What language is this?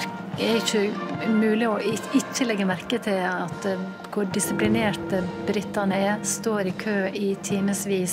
Norwegian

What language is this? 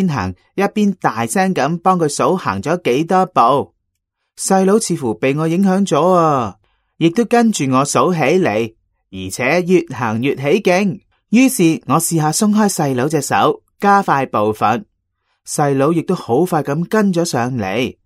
Cantonese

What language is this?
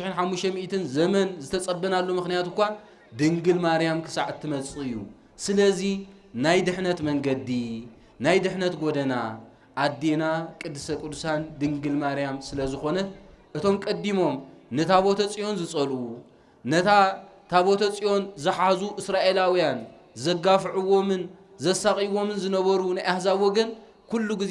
Tigrinya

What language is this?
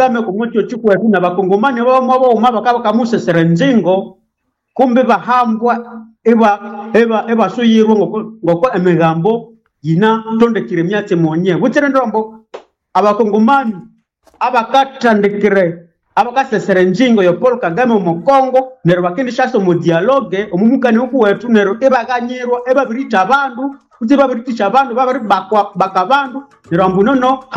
Nande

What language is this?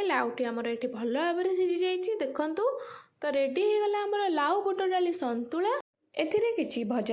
Odia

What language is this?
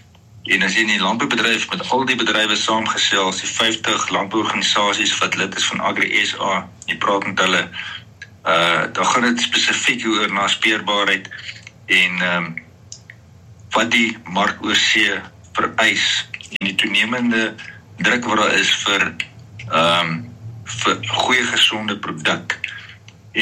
Afrikaans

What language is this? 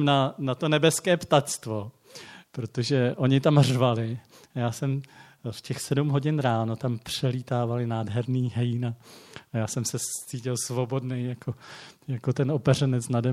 Czech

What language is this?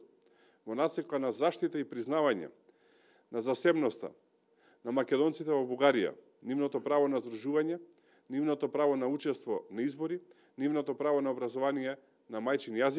Macedonian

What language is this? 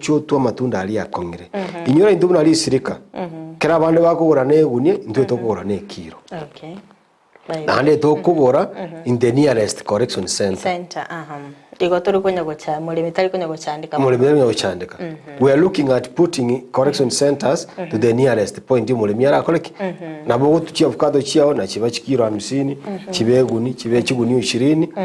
Gusii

